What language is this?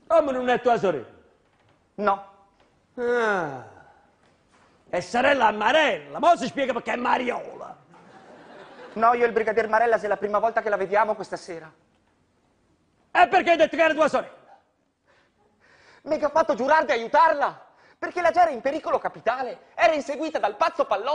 Italian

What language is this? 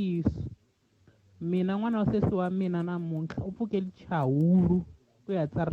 Tsonga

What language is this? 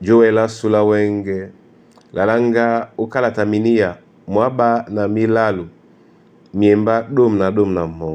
Duala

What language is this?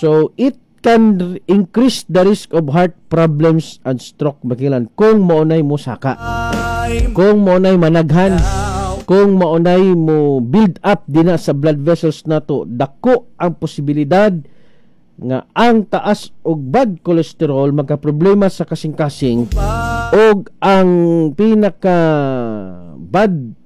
Cebuano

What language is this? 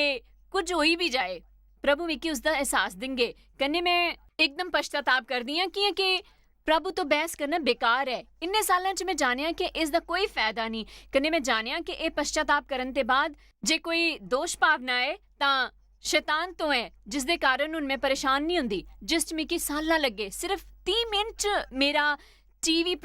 Dogri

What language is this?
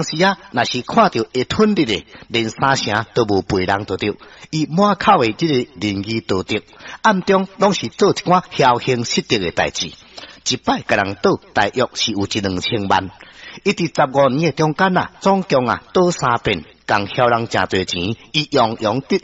Min Nan Chinese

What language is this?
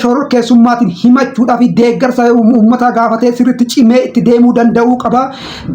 Oromo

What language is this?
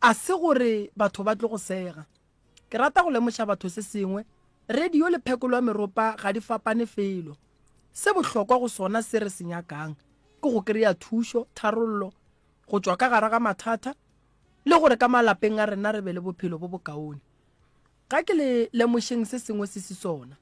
Northern Sotho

